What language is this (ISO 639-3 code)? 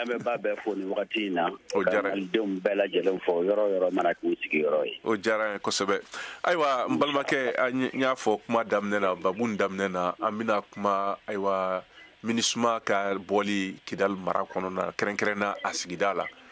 bam